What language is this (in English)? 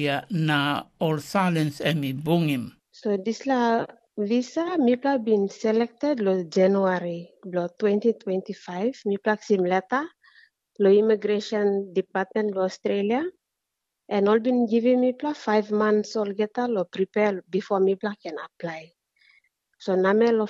Tok Pisin